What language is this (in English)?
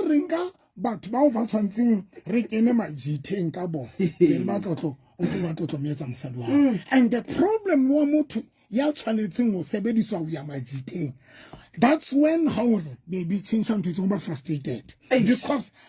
Southern Sotho